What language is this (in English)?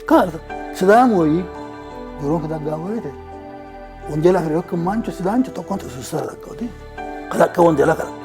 Sidamo